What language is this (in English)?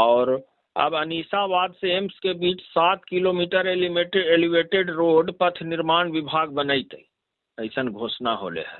Magahi